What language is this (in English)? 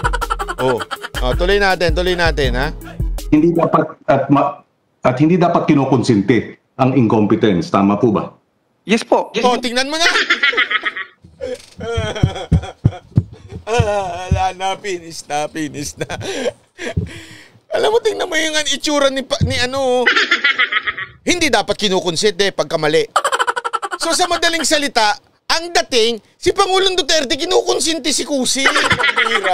Filipino